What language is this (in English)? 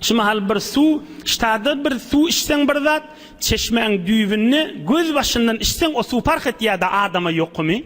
Turkmen